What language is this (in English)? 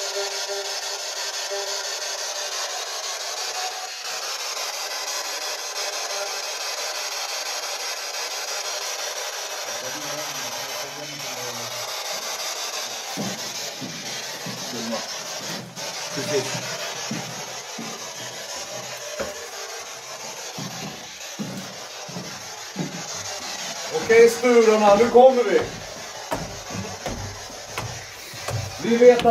Swedish